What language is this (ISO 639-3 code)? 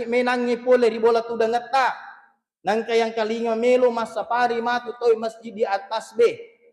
bug